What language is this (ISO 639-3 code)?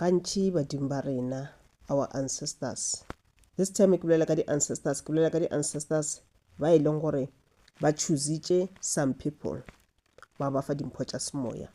nso